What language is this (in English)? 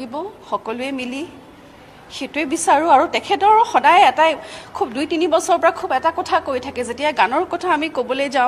Assamese